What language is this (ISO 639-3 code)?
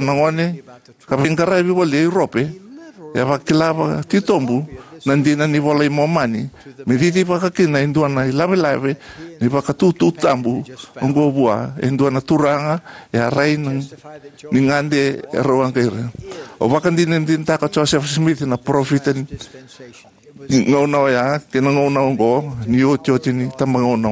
fij